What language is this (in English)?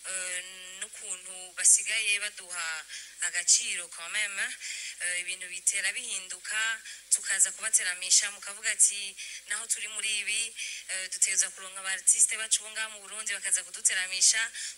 Rundi